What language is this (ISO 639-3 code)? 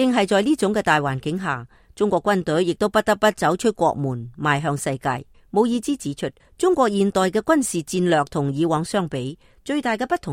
yue